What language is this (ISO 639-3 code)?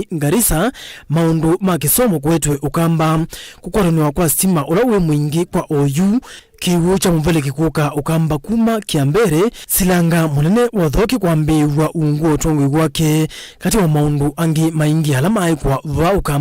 kam